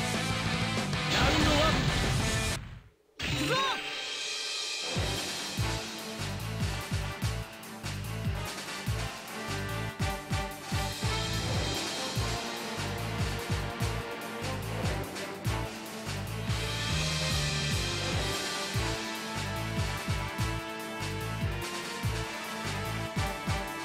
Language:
Japanese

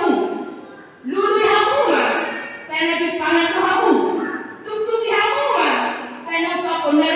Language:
Batak Toba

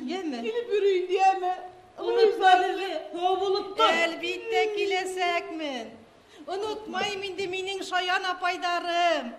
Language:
Bashkir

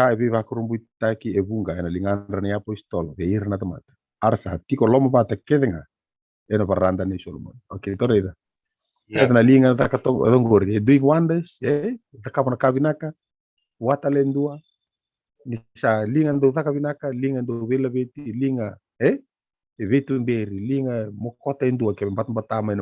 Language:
Fijian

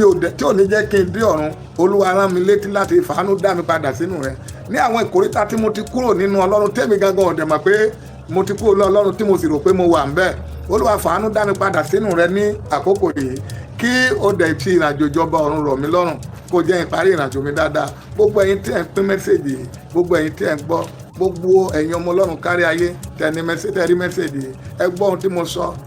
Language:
Yoruba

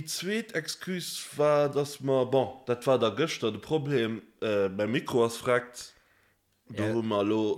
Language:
Luxembourgish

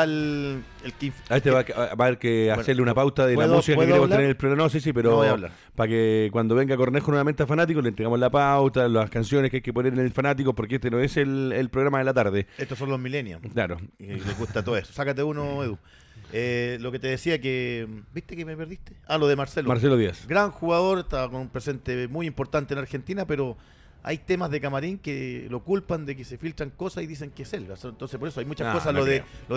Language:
Spanish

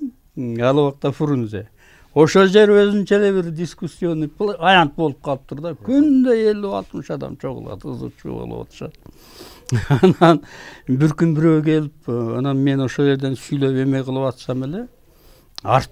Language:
Kyrgyz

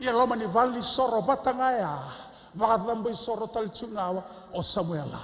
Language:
Fijian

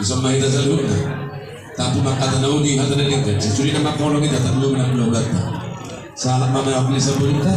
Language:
Batak Toba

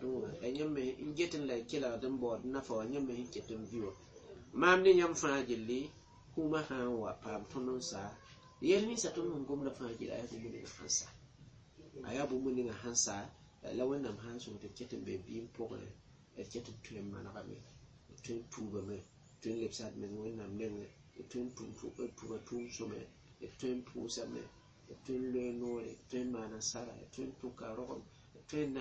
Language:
Mossi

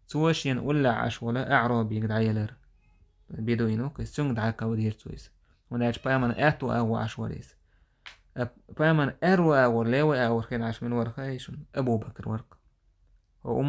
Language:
Chechen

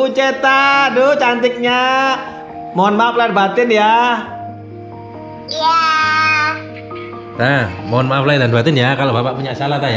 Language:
Indonesian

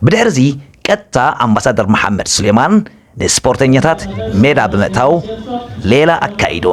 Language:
Tigrinya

